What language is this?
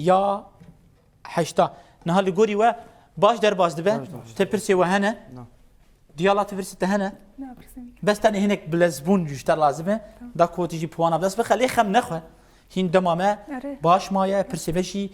Kurdish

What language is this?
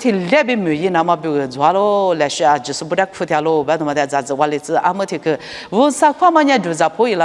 Lisu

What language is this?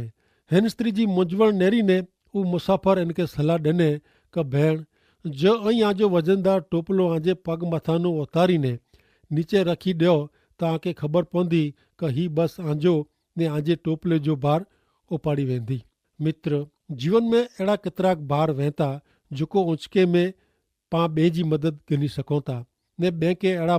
Kachhi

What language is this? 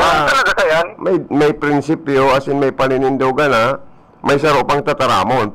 Bikol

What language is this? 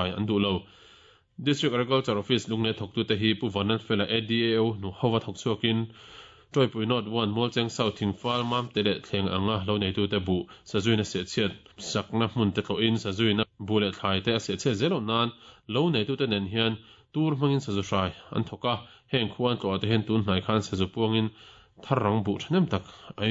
Mizo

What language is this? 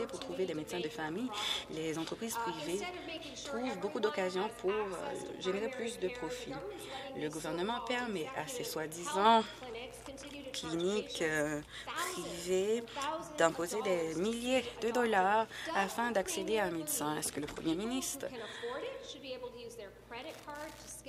French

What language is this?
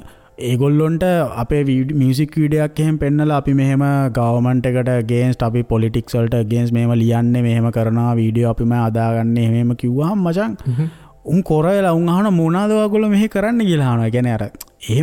Sinhala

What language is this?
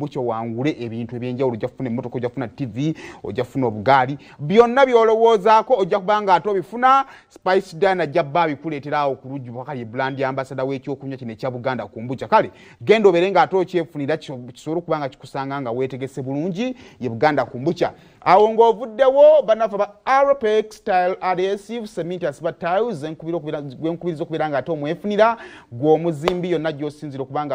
Ganda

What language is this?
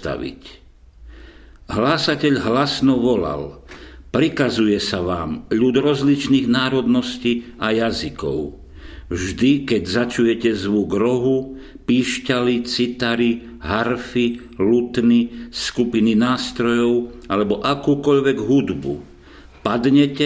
Slovak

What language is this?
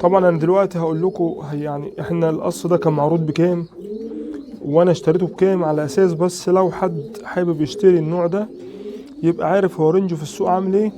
Egyptian Arabic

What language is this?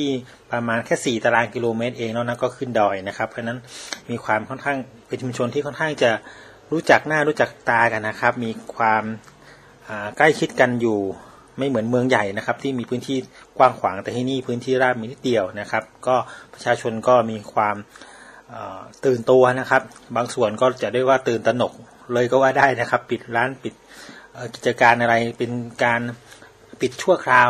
Thai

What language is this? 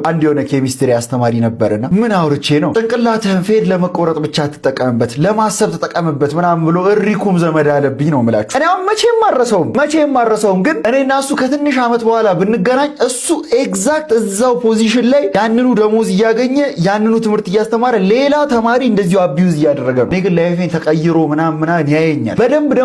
Amharic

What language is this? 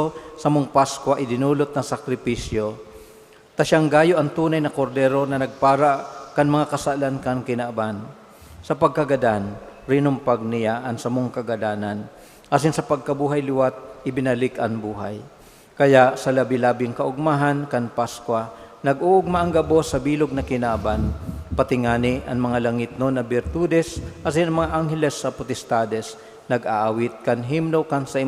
Bikol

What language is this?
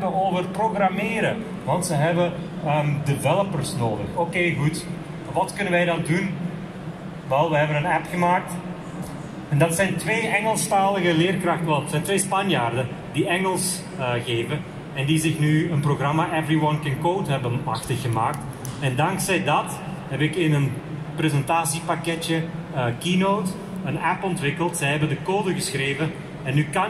Dutch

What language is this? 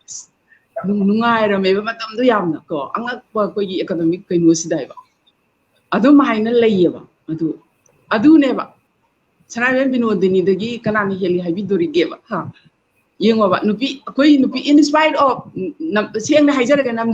Manipuri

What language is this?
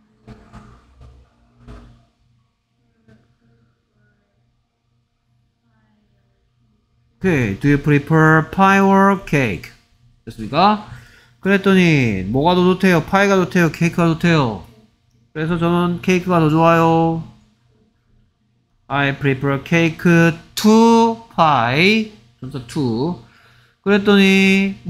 Korean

